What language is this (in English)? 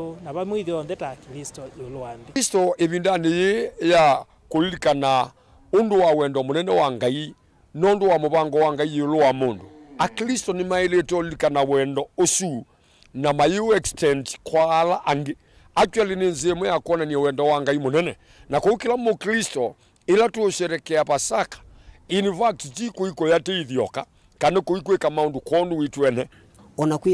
Kamba